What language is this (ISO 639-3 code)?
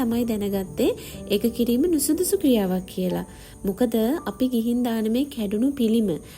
sin